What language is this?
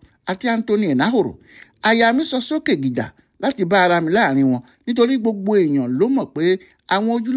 Yoruba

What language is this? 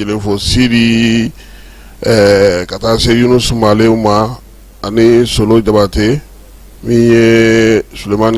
Bambara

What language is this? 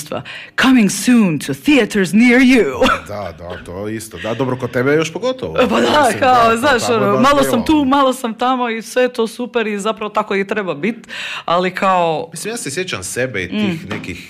Croatian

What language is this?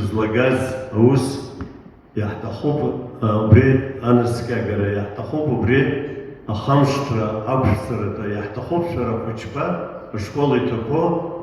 Abkhazian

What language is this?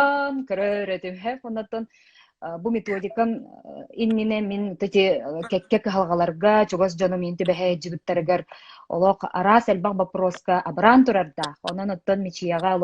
Yakut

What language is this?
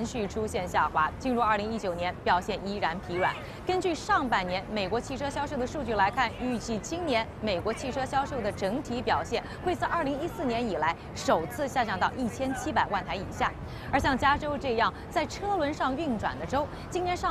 Chinese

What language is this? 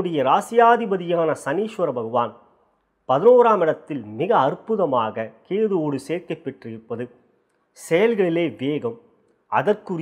Tamil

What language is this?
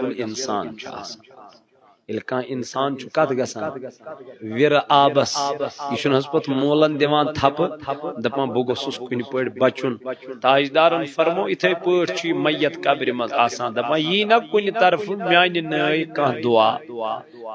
Kashmiri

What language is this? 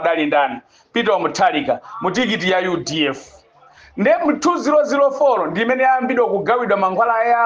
Nyanja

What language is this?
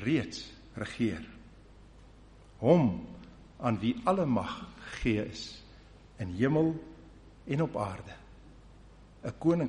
Afrikaans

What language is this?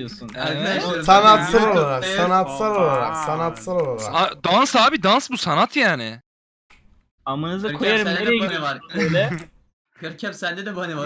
Turkish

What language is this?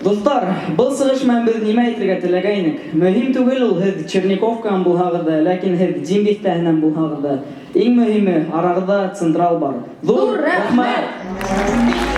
Bashkir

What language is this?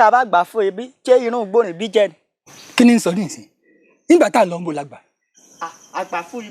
Yoruba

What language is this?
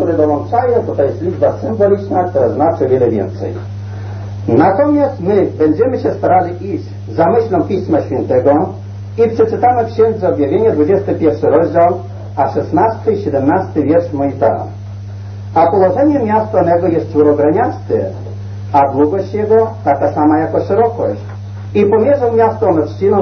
Polish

